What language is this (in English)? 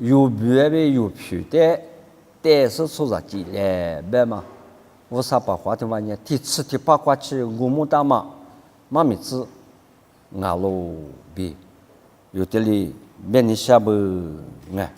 Lisu